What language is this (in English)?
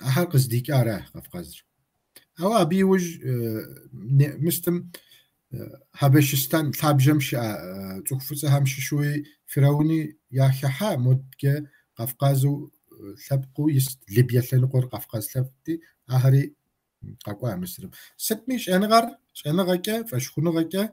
Kabardian